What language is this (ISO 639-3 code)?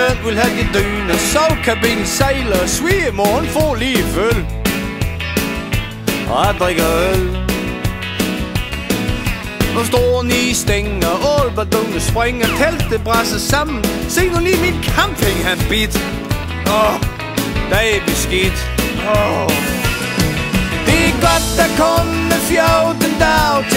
dan